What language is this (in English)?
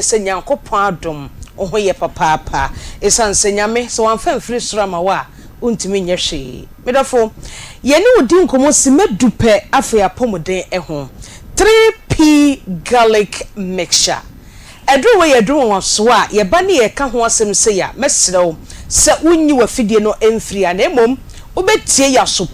Akan